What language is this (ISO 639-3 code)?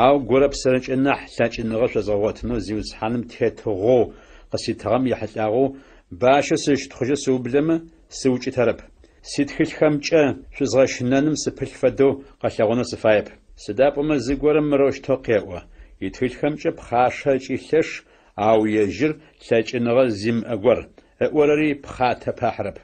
ady